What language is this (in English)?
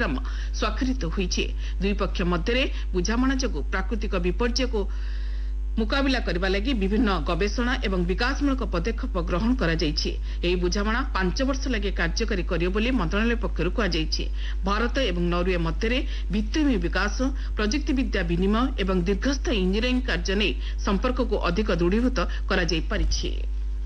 Odia